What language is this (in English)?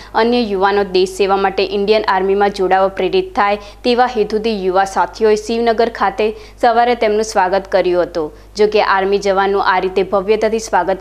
Gujarati